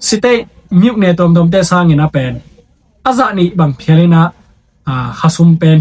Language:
Tedim Chin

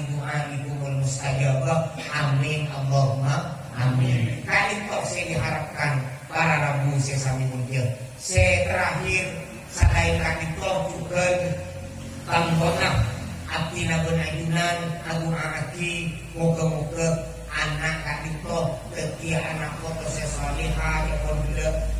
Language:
Madurese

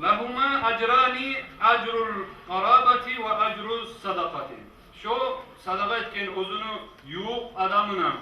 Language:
Kumyk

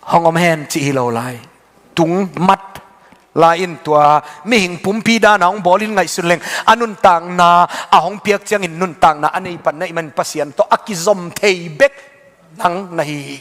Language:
Tedim Chin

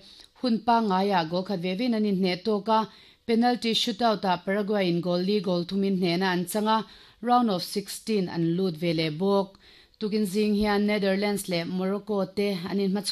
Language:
Mizo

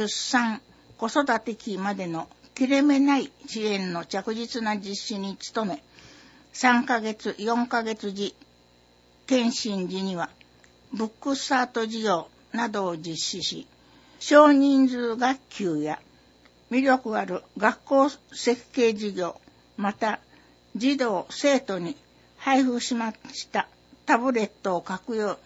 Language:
Japanese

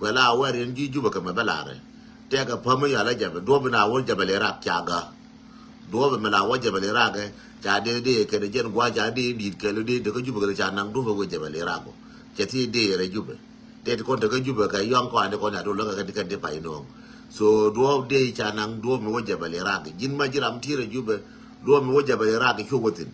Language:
Nuer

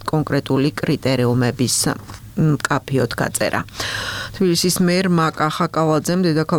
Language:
Georgian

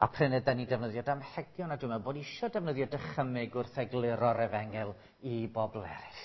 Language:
Welsh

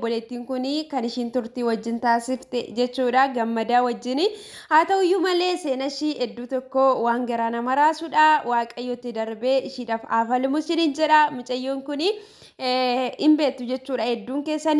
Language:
Oromo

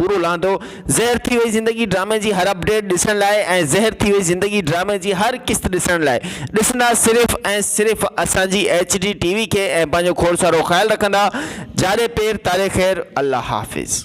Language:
Sindhi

